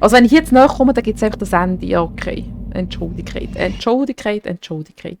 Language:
Swiss German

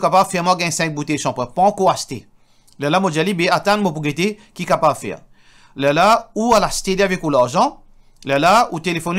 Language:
Morisyen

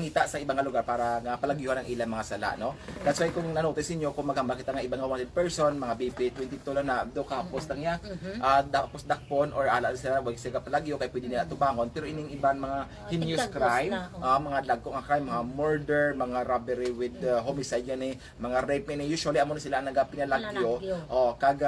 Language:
Hiligaynon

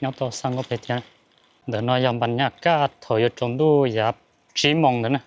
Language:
Hmong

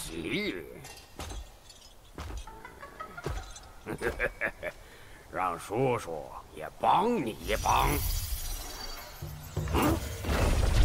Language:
Portuguese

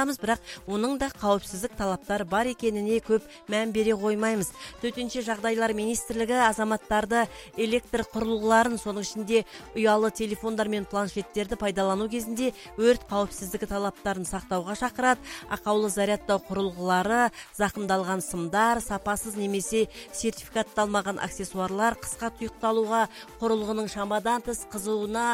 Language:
Kazakh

